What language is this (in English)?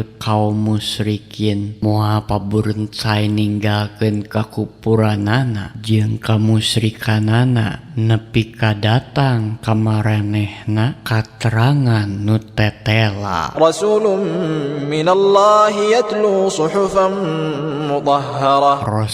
Sundanese